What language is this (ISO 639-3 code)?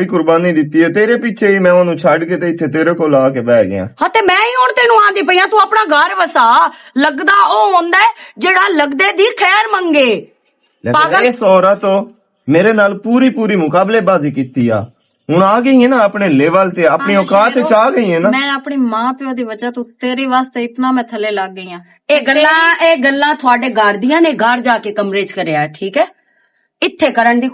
lah